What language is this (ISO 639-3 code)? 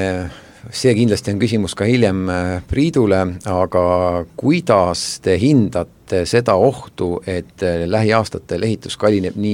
est